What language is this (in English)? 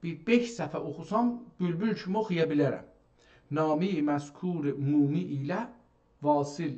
South Azerbaijani